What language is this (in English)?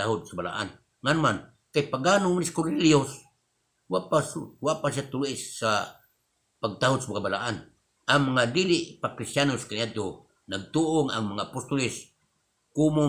Cebuano